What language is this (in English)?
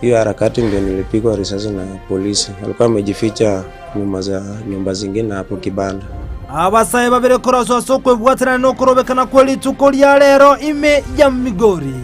Gusii